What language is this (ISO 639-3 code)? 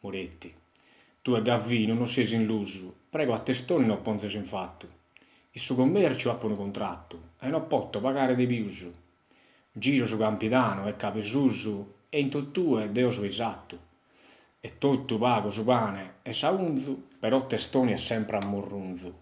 srd